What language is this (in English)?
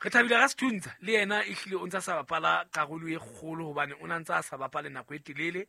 Southern Sotho